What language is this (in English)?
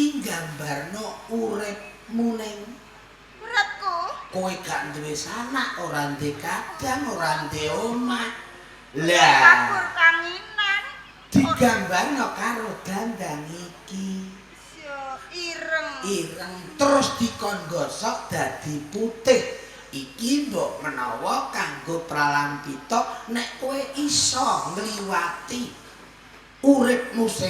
Javanese